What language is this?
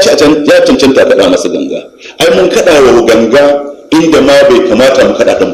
Hausa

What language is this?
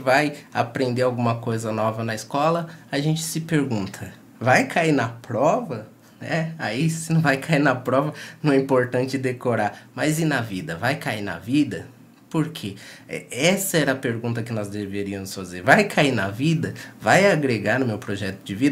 Portuguese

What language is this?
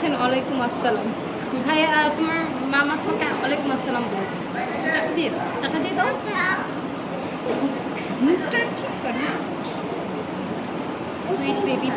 Bangla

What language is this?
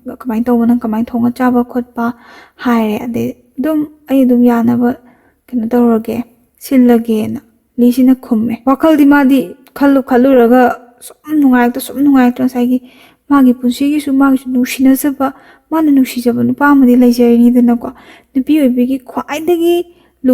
Manipuri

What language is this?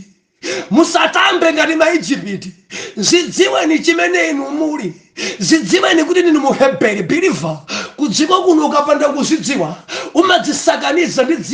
Nyanja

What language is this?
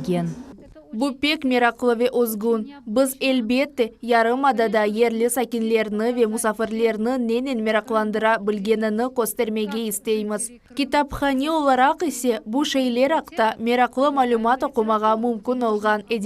Crimean Tatar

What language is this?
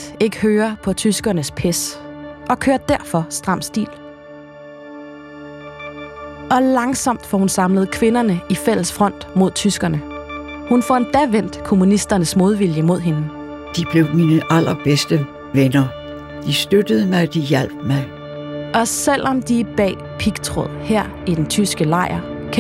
Danish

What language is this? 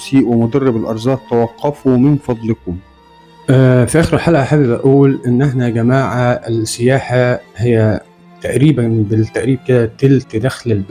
Egyptian Arabic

